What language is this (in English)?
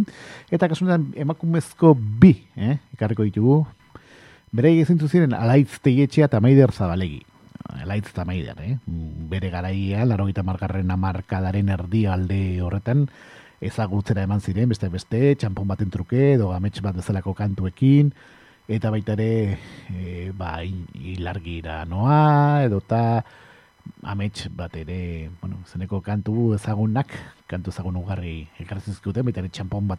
Basque